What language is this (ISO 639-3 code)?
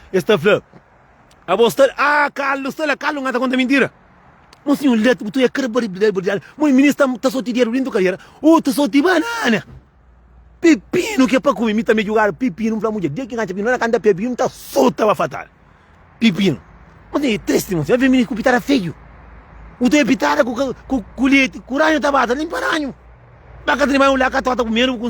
kea